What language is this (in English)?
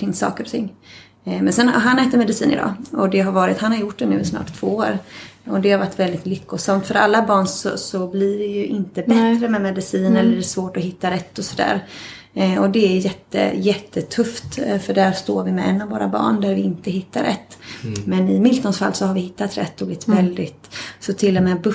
Swedish